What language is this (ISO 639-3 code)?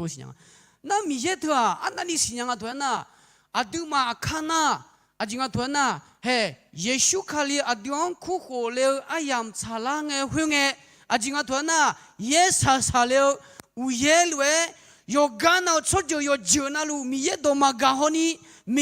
ahk